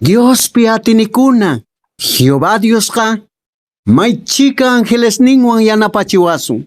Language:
Quechua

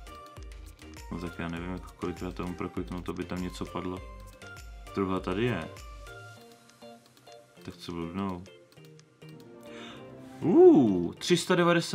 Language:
Czech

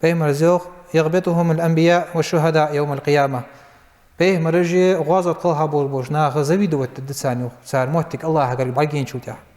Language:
Ingush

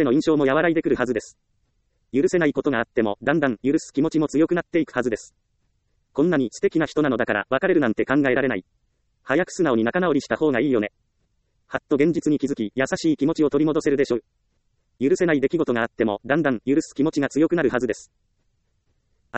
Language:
Japanese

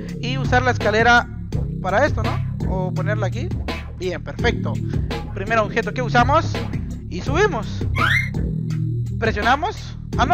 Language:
Spanish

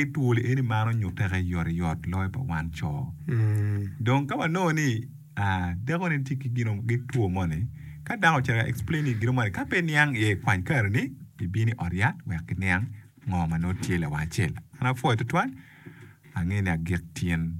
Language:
Acoli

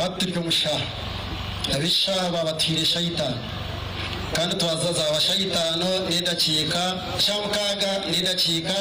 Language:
Nyankole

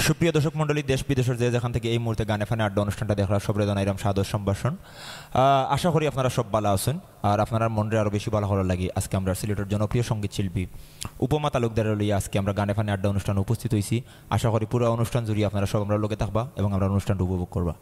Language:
Sylheti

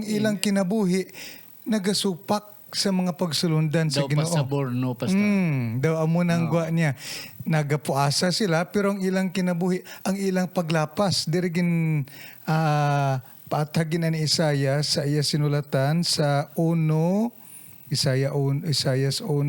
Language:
Hiligaynon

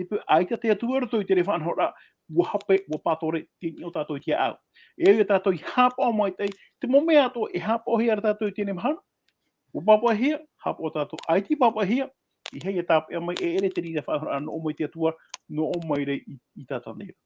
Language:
Tahitian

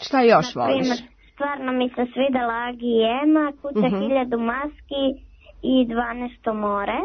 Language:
Serbian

